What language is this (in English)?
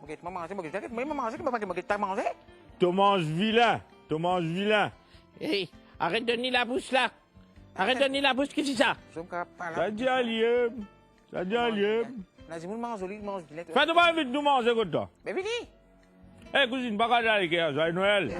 Morisyen